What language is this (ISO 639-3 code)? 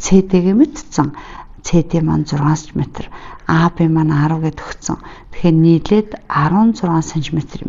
mon